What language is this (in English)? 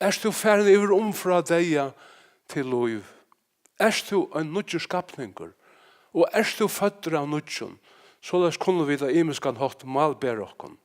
Faroese